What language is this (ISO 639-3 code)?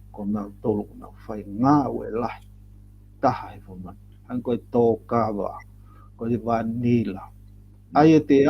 ton